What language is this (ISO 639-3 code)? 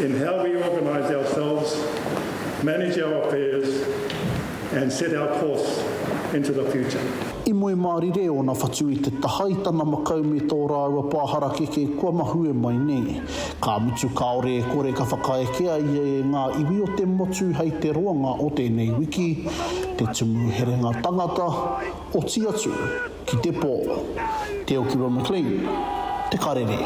mri